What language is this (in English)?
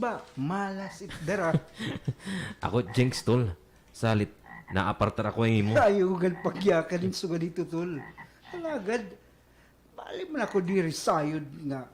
Waray